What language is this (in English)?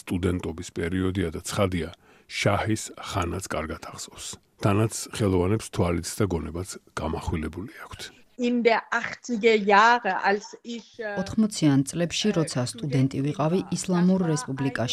Georgian